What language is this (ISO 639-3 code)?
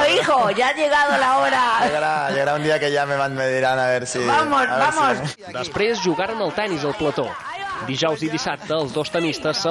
cat